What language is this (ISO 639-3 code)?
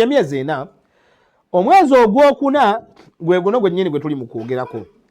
lug